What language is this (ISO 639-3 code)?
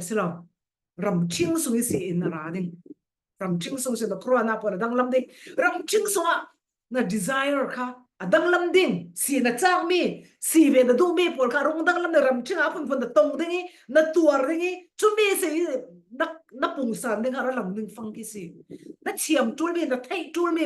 cfm